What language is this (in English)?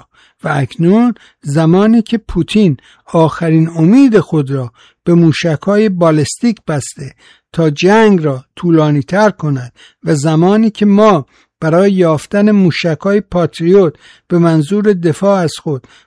Persian